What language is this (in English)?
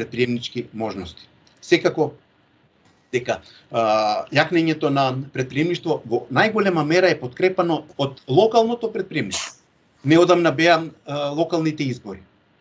Macedonian